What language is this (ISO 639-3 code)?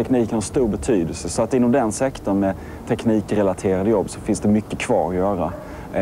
swe